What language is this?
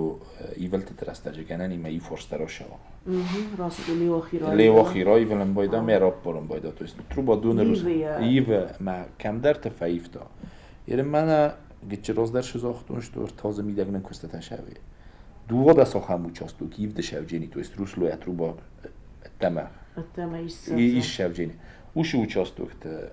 Ossetic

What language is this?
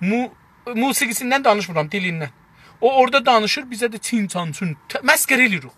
South Azerbaijani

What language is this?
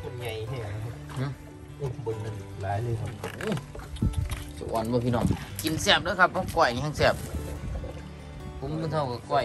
Thai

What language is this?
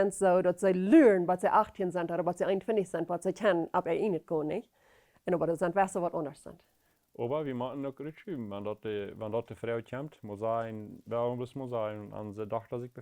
Plautdietsch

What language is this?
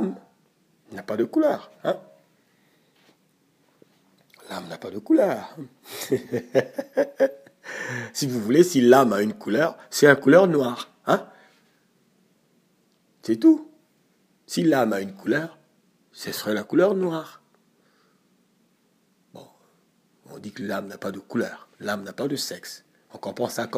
French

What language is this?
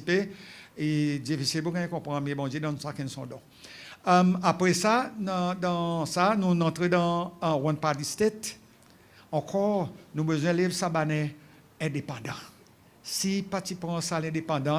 Seselwa Creole French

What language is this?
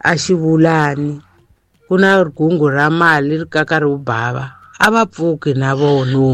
Tsonga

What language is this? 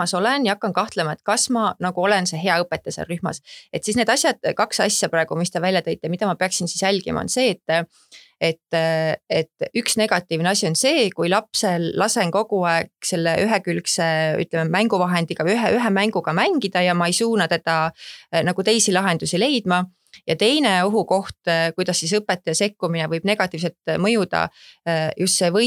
Estonian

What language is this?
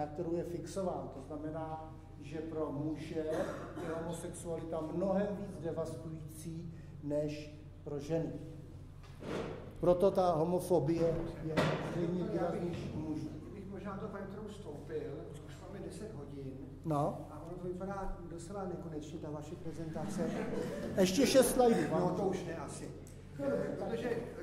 Czech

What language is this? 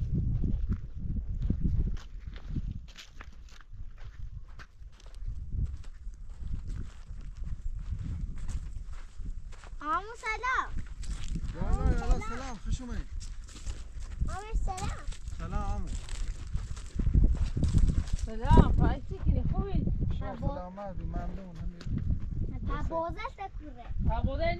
Persian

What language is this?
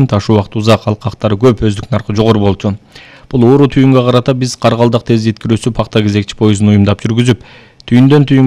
Kyrgyz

